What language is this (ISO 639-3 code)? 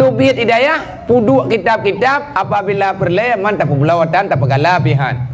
ace